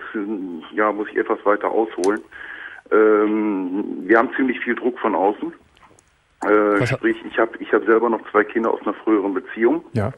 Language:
German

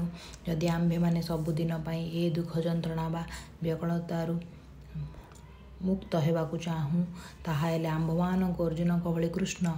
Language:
Odia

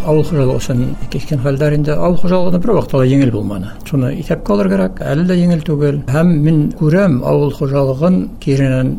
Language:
Bashkir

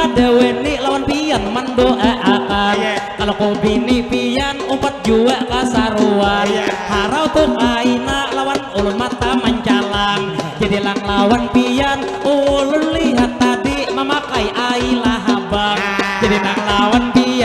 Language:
Banjar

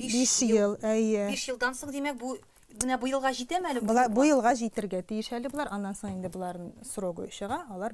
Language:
Tatar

